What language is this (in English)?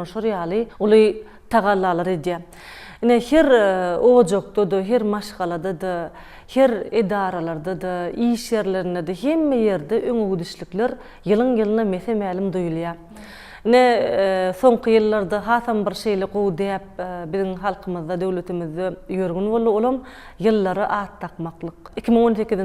Turkmen